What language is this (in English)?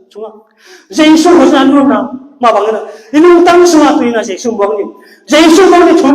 Tedim Chin